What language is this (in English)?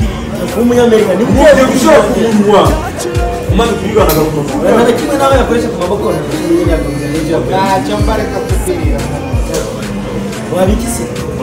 Kinyarwanda